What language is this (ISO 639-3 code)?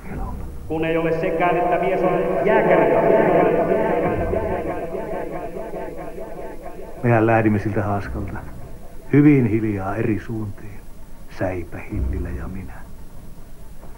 fin